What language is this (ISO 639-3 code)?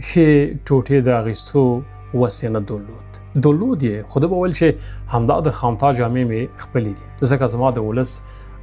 pus